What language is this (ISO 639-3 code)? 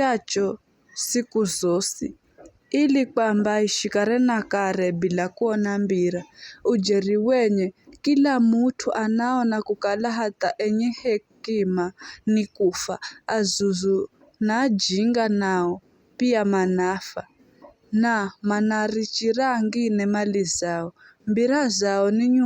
nyf